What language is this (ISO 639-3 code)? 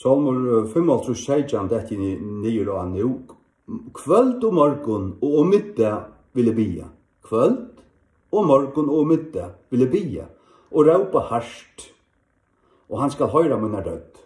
fao